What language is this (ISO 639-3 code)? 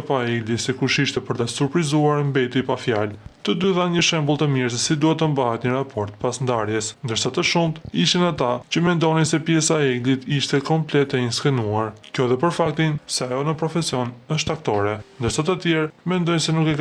sqi